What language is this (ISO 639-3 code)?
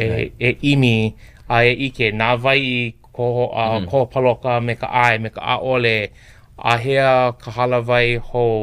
haw